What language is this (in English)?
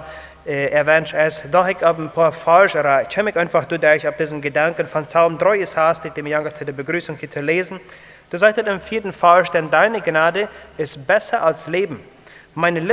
Plautdietsch